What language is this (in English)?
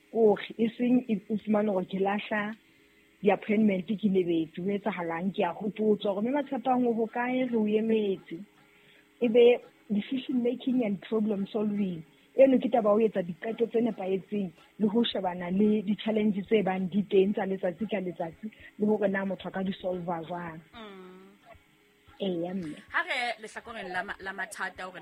Southern Sotho